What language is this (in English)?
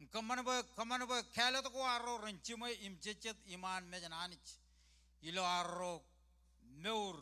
Marshallese